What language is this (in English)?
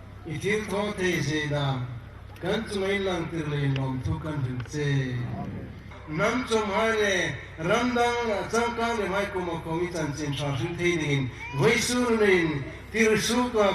Hmar